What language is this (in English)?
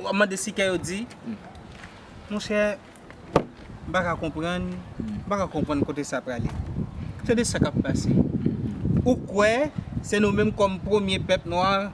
Haitian Creole